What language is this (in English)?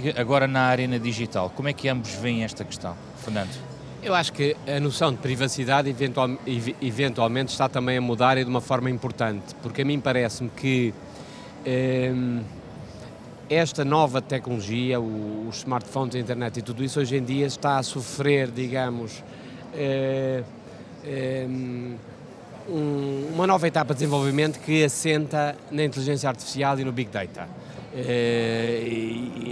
Portuguese